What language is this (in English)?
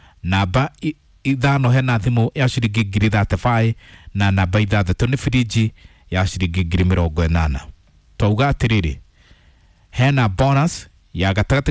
Kikuyu